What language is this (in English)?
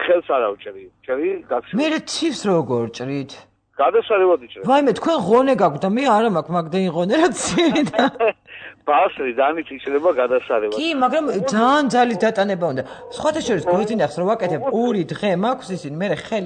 Georgian